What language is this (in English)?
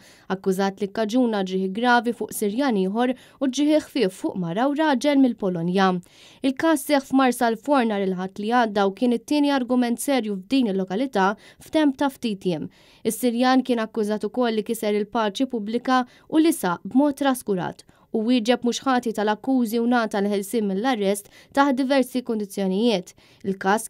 Maltese